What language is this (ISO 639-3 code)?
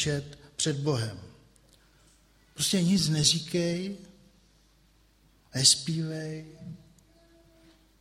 ces